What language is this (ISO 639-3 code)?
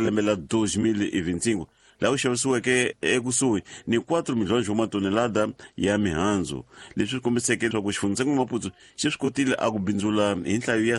tso